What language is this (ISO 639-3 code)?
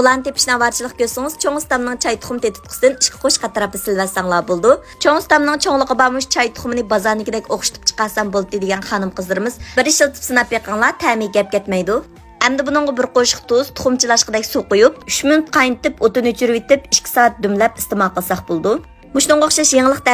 uig